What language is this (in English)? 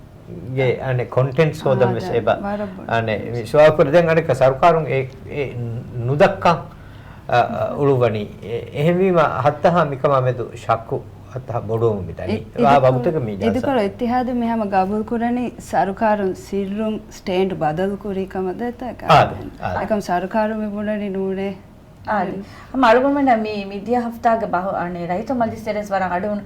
Divehi